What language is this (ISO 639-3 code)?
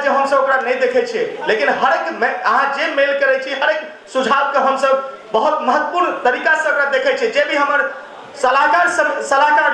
mai